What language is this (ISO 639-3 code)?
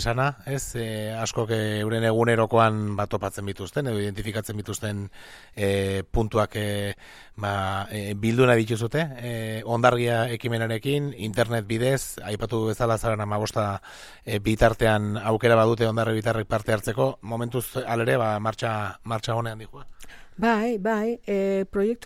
eus